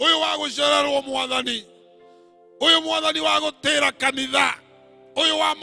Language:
Kikuyu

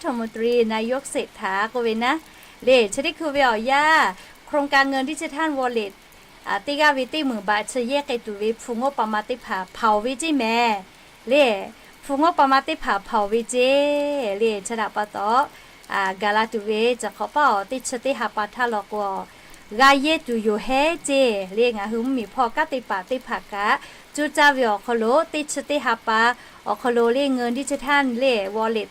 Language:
Lahu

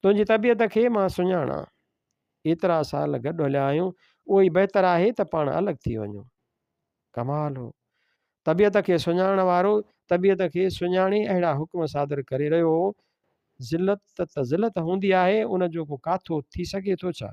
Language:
Sindhi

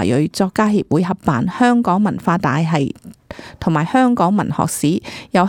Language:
Cantonese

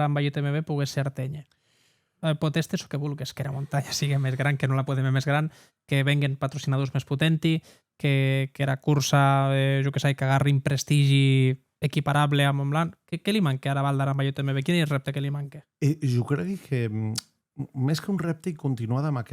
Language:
Occitan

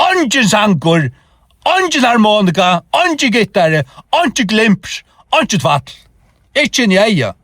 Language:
Faroese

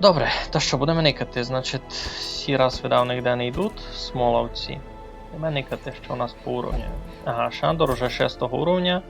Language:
Rusyn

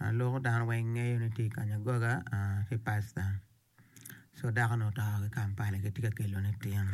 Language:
Acoli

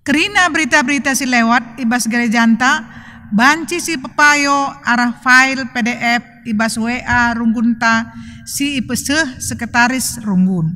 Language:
Batak Karo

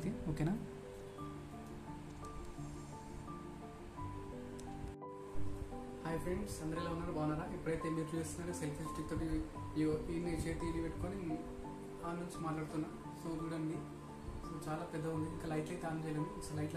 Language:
Telugu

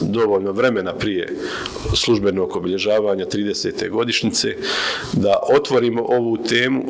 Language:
Bosnian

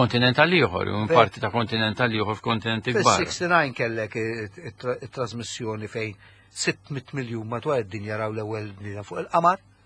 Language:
Maltese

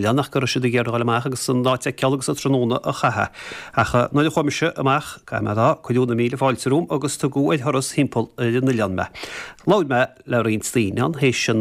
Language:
Irish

